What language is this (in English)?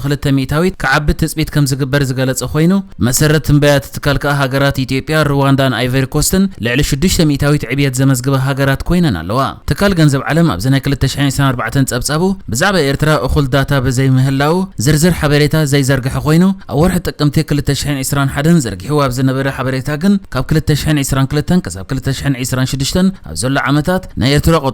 Tigrinya